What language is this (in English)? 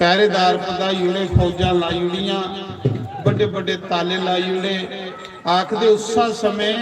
Dogri